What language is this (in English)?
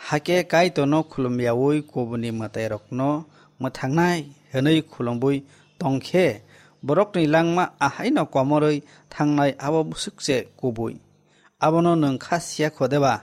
Kok Borok